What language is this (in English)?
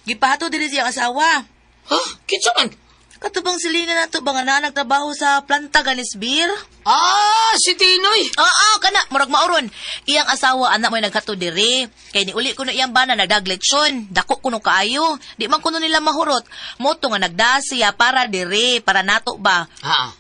Cebuano